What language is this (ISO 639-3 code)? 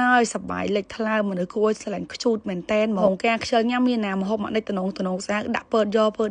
khm